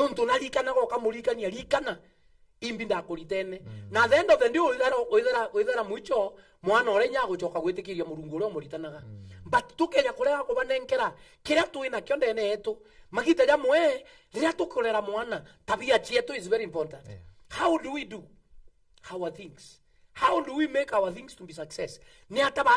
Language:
Meru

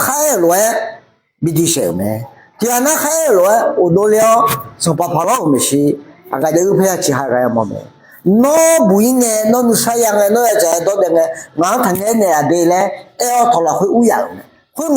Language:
Akha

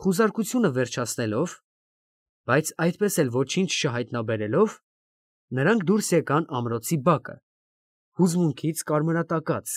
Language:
Armenian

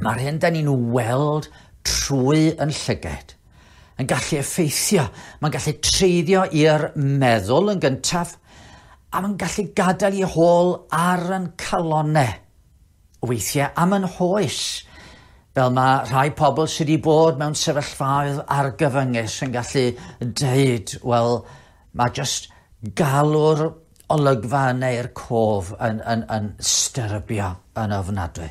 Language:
Welsh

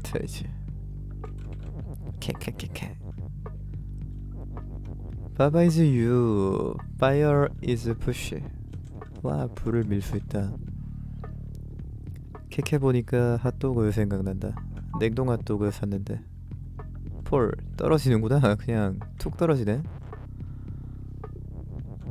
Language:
Korean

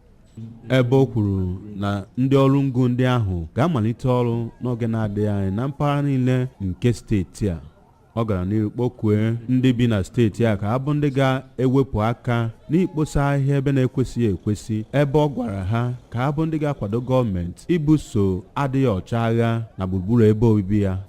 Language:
Igbo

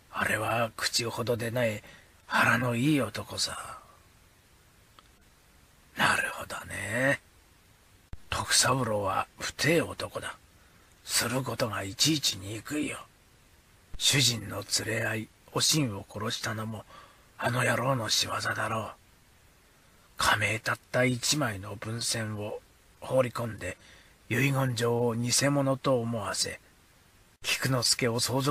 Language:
Japanese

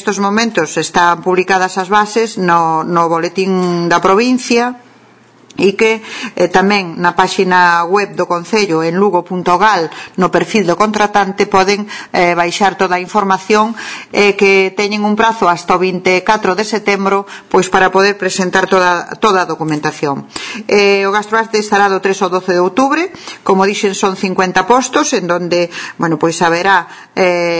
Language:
Galician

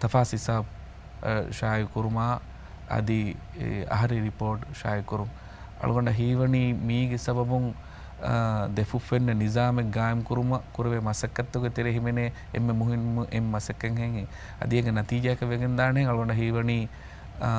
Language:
Divehi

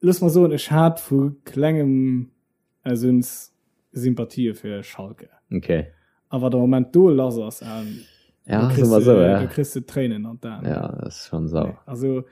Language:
Luxembourgish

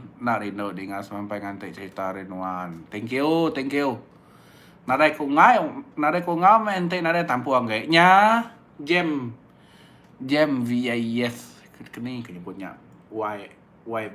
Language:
Iban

